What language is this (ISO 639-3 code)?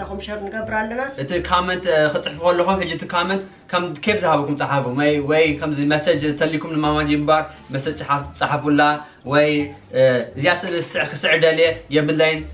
tir